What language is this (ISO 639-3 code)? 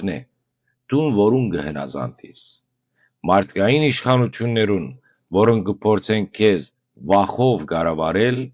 hyw